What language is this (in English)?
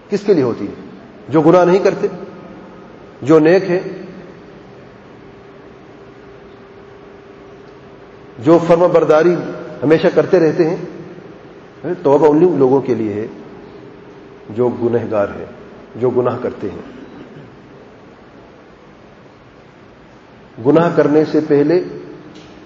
Urdu